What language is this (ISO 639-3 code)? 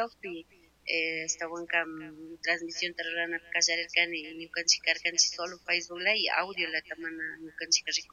qug